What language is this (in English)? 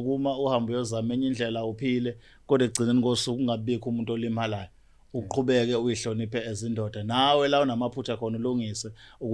Zulu